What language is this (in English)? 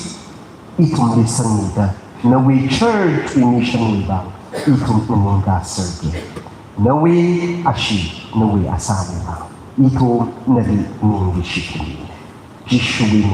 Tangkhul Naga (India)